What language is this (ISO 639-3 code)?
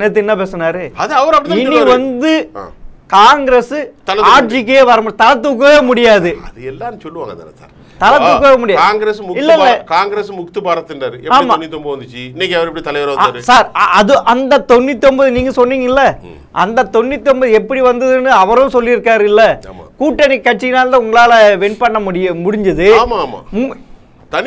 tam